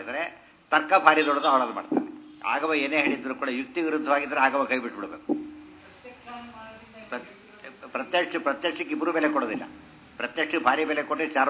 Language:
Kannada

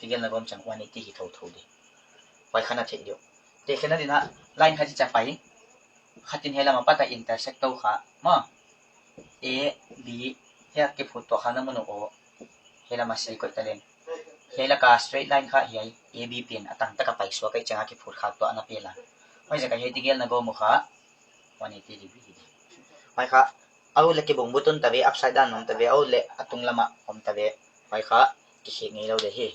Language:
Paite Chin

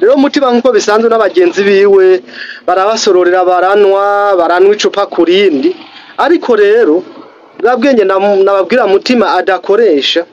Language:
Rundi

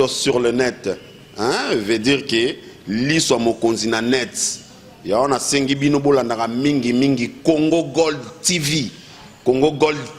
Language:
Lingala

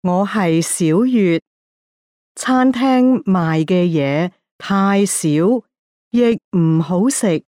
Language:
Cantonese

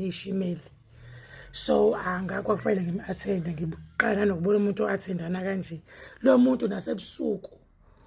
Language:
Zulu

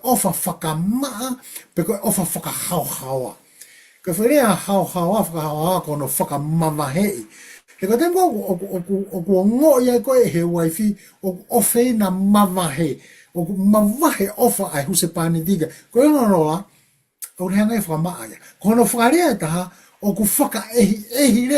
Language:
Tongan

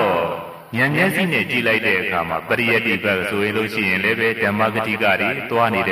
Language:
Burmese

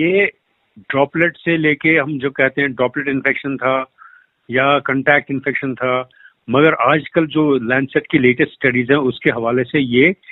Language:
Hindi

